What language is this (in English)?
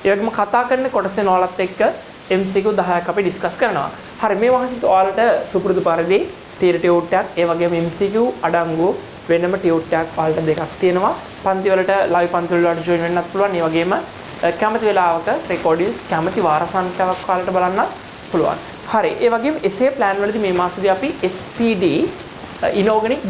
Sinhala